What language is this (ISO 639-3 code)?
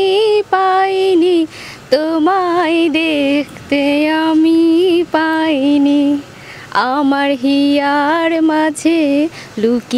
ben